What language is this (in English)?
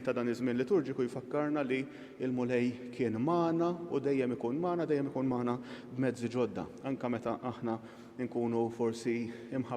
Maltese